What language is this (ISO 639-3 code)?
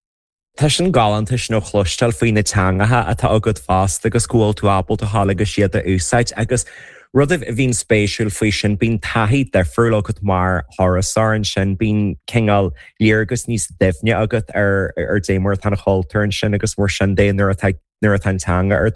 gle